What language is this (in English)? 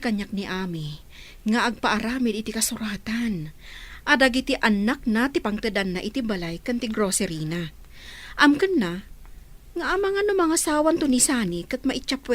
Iloko